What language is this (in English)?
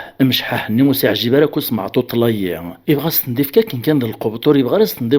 Kabyle